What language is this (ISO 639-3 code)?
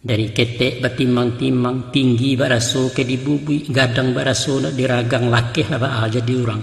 min